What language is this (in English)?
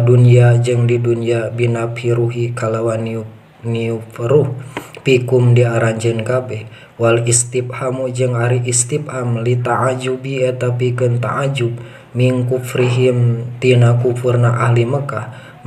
Sundanese